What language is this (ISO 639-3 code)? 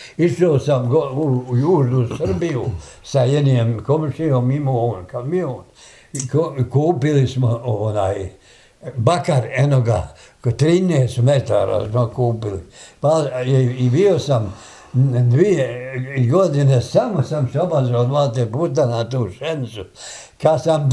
bos